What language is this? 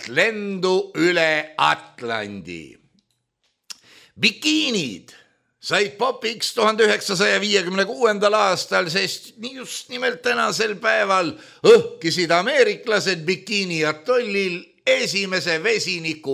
Estonian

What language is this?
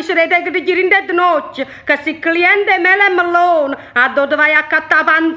Neapolitan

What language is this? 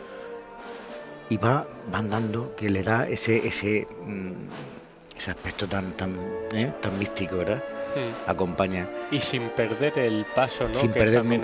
Spanish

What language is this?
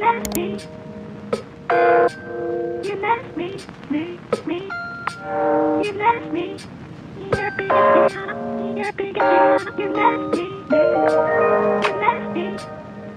Filipino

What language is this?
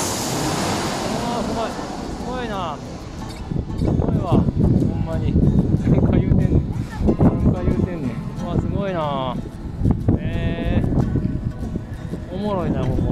Japanese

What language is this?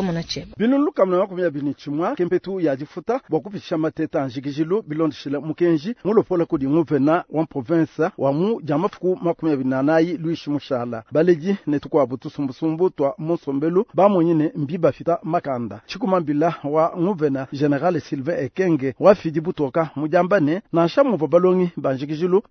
Luba-Lulua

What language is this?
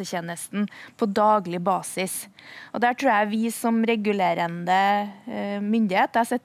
Norwegian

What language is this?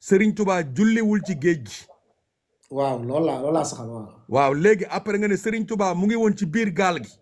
Wolof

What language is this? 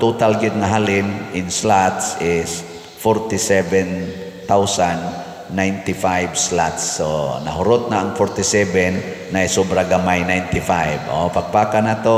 Cebuano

